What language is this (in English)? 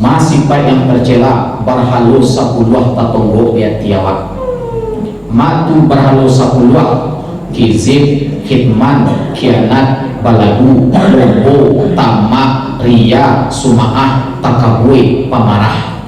Minangkabau